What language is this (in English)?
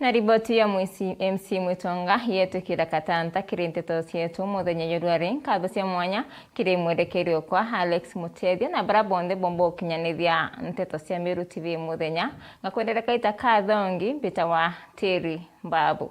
Meru